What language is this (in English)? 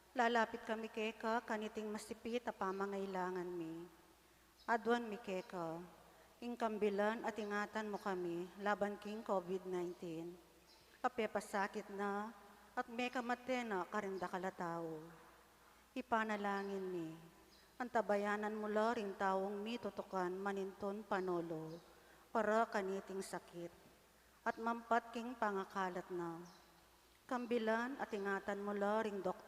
Pampanga